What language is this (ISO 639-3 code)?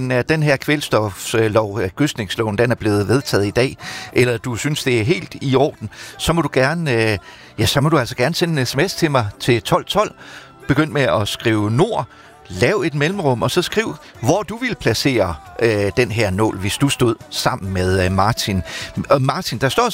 dan